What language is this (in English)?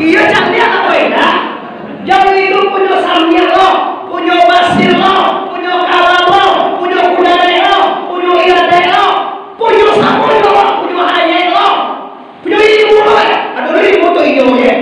Minangkabau